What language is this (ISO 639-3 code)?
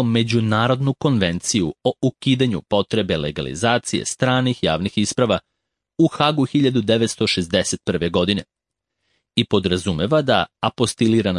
srp